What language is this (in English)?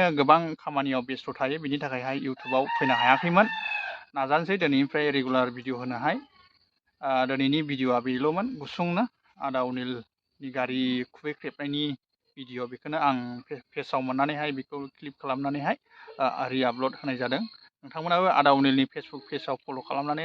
Bodo